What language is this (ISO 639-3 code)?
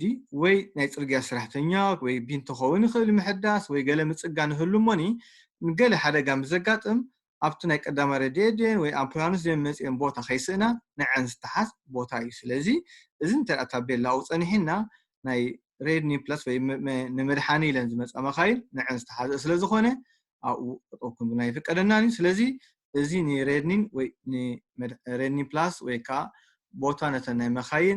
tir